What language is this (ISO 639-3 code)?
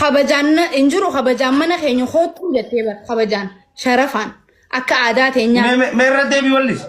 orm